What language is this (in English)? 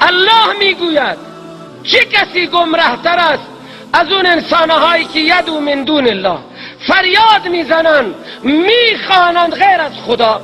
Persian